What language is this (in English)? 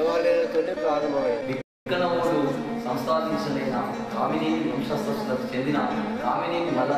Telugu